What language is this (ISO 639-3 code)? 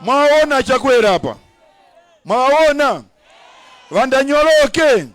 nya